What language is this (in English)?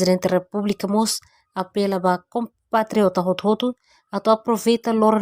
Tetum